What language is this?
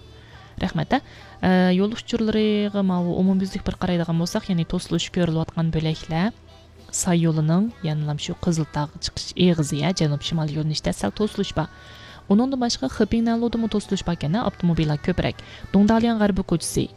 Uyghur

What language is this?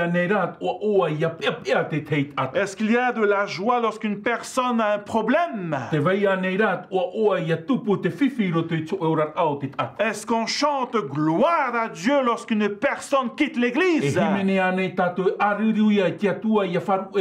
Tahitian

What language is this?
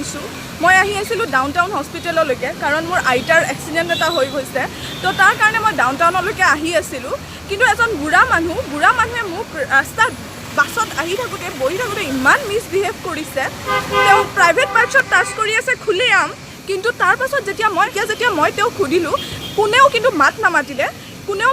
Assamese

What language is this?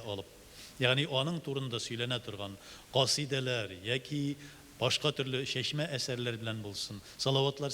Tatar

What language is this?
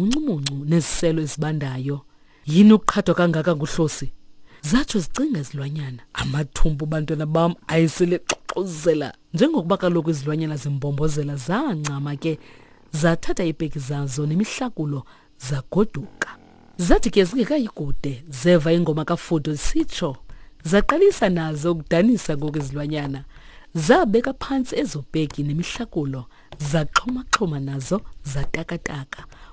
Xhosa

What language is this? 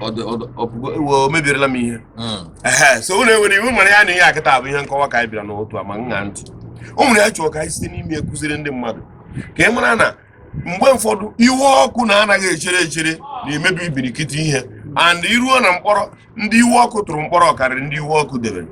Igbo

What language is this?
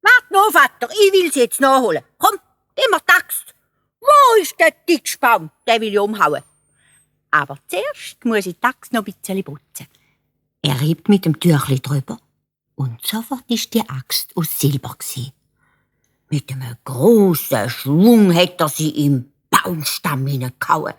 Swiss German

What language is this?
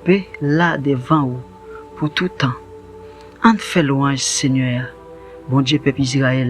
Haitian Creole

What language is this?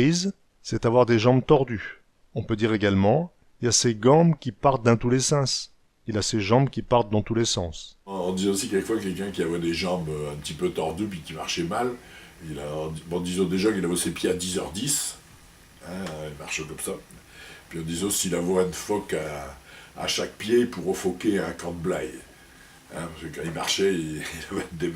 Picard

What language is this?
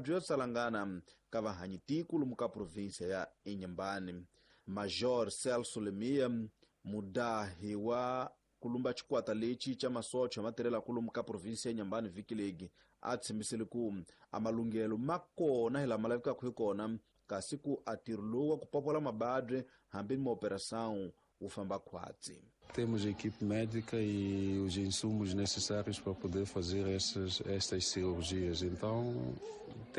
Tsonga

